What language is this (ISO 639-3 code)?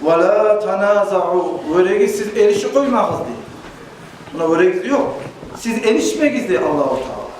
kum